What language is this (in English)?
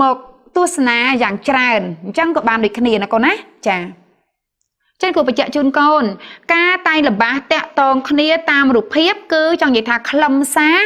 Khmer